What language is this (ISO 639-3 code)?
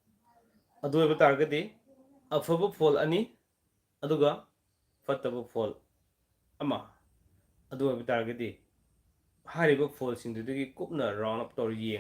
mni